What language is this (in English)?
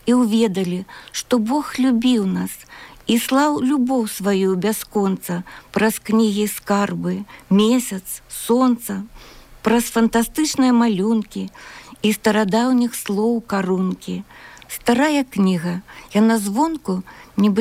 Belarusian